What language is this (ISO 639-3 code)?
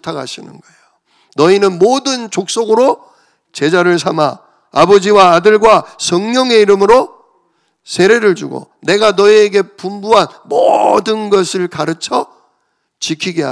kor